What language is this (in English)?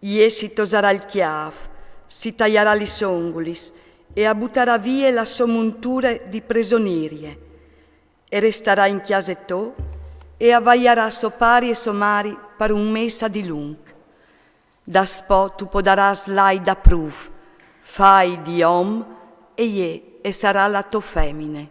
Friulian